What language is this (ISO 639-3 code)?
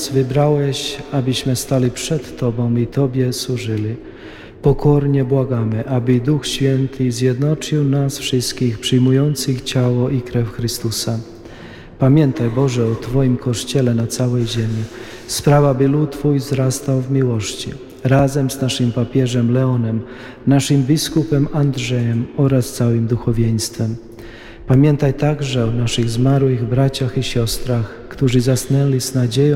pol